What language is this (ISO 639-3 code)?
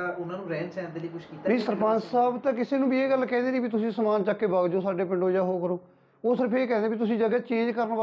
pan